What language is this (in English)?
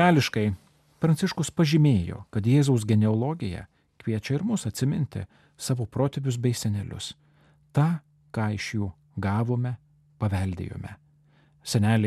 Lithuanian